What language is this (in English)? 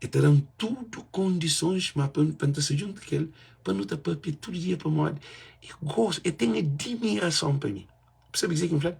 Kabuverdianu